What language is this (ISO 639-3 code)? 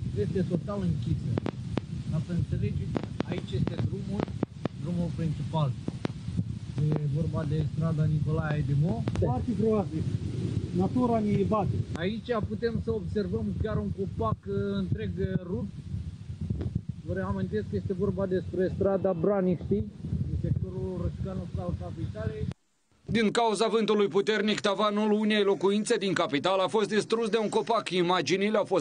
ron